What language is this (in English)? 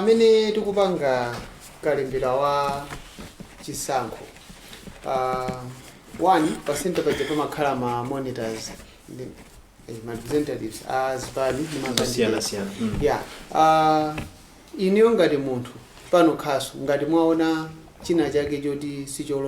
Nyanja